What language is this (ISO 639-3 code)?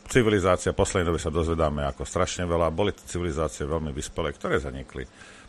slk